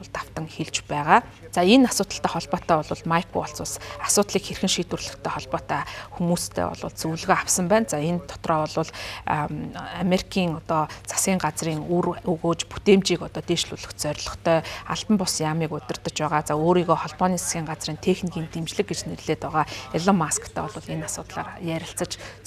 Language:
Mongolian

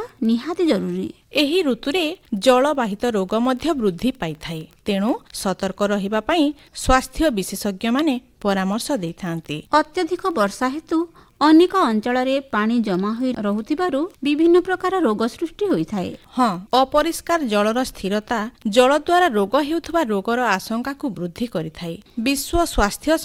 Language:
Odia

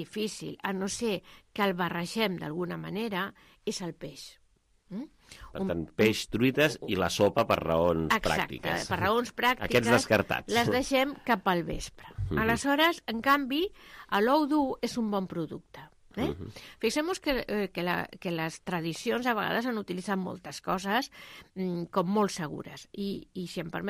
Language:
Catalan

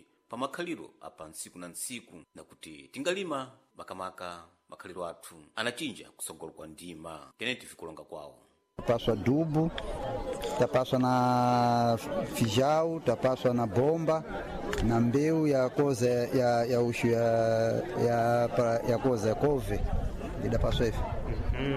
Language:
Sena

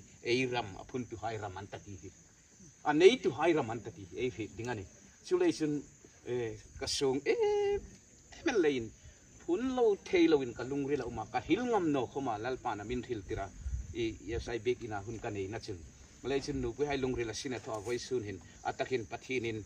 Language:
Hmar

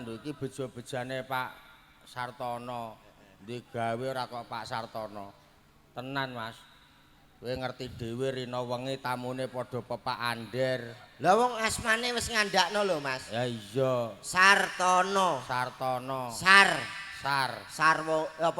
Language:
Javanese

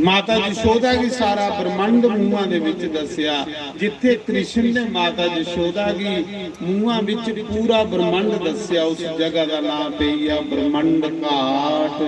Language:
Dogri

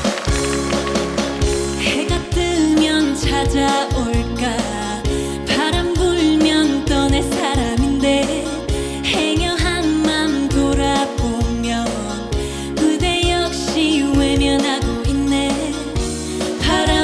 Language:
Korean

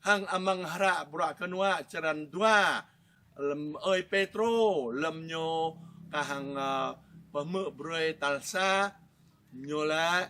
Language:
Jarai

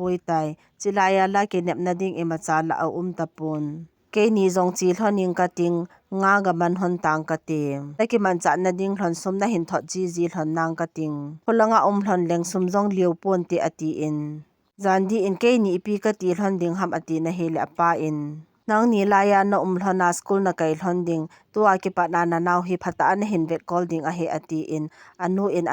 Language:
Thado Chin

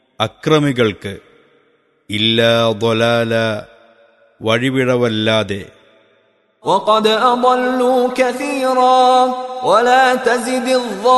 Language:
Malayalam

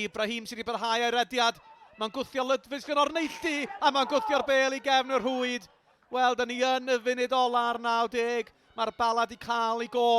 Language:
Welsh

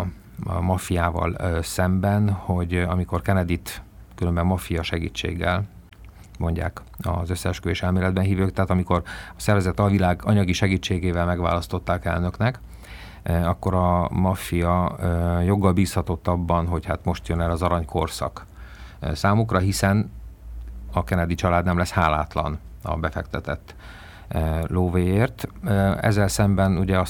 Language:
Hungarian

